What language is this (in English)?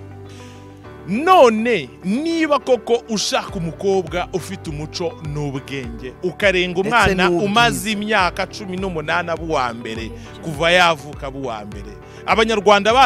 Kinyarwanda